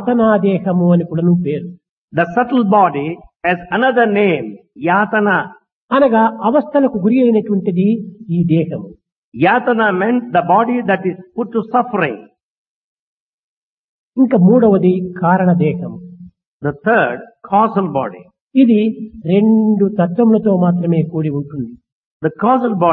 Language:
Telugu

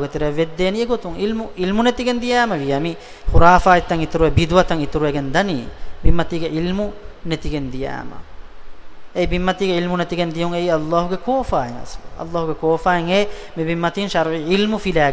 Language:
Divehi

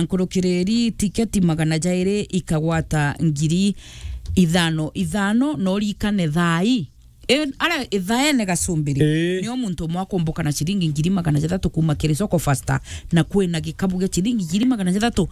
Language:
Meru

